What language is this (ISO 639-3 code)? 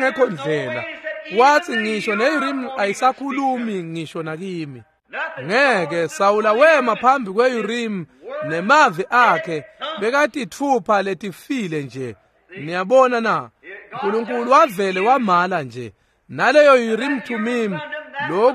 ssw